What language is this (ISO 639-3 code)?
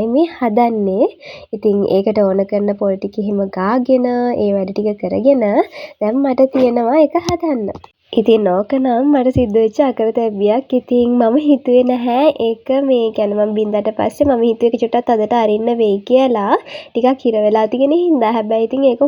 sin